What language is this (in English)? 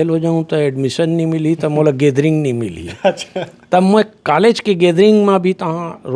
Chhattisgarhi